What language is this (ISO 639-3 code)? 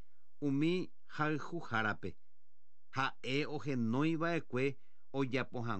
grn